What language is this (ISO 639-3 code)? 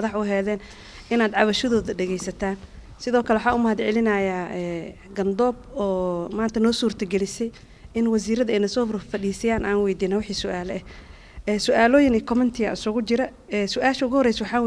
som